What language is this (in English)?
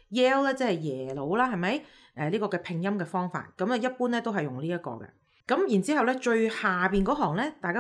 Cantonese